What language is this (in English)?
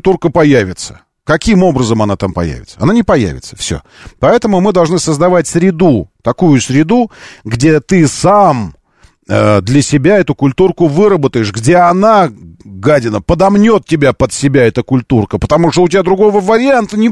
Russian